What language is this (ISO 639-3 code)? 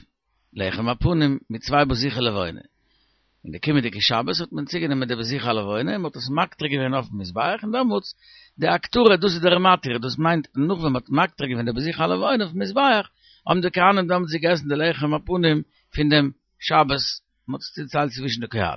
yid